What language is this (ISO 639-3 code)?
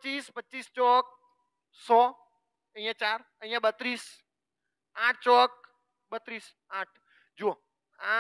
guj